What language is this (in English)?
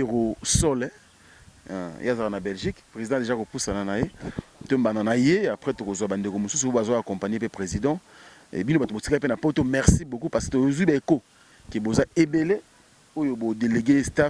Lingala